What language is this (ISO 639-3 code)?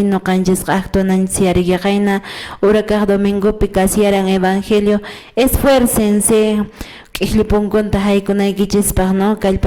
que